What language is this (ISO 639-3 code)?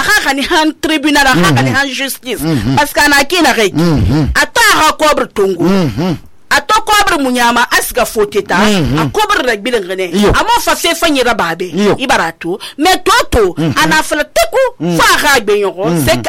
sus